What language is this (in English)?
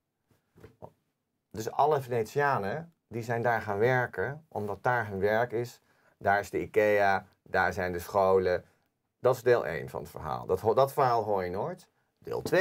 Dutch